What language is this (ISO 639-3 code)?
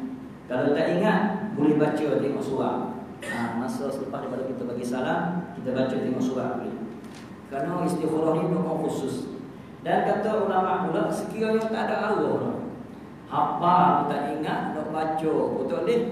msa